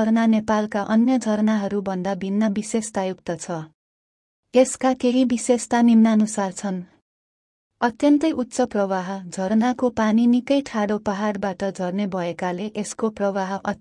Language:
Nepali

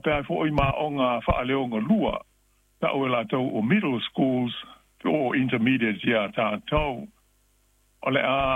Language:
Samoan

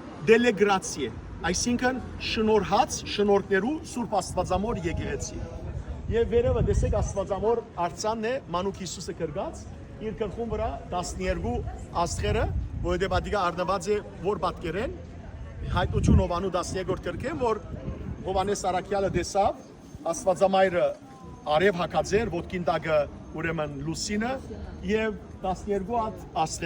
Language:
Western Armenian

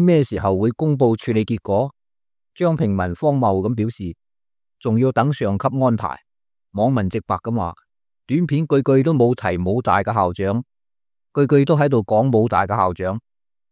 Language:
Cantonese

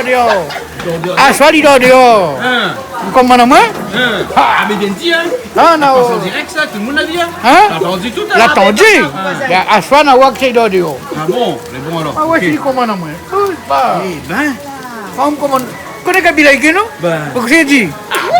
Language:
Réunion Creole French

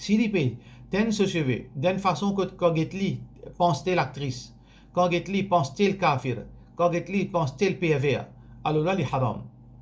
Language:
Morisyen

